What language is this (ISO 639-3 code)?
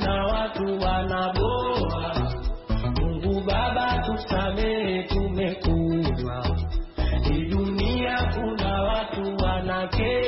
swa